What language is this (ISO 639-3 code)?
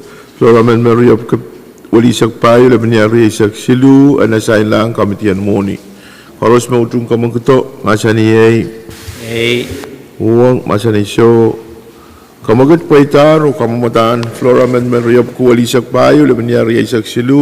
pon